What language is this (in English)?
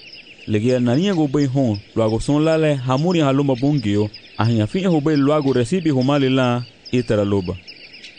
Garifuna